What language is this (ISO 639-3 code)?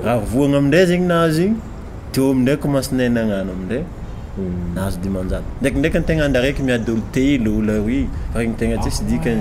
mlg